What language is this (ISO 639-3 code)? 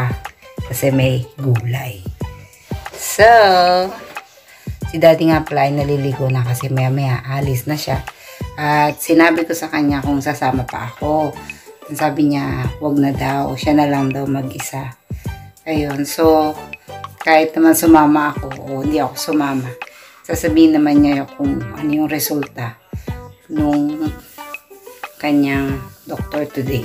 fil